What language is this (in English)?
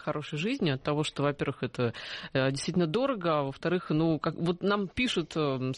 Russian